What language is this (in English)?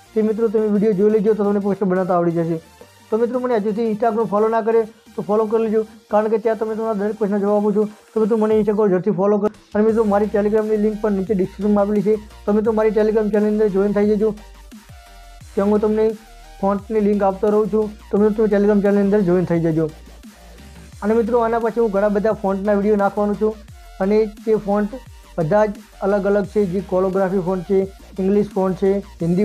Gujarati